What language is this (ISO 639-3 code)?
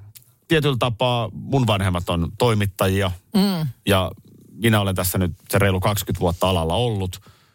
fin